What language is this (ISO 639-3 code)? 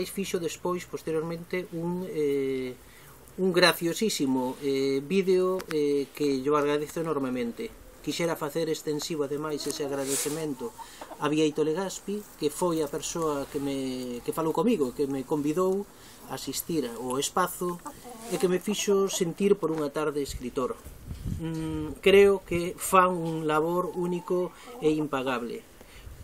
glg